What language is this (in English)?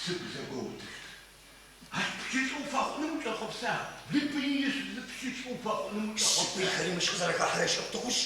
Adyghe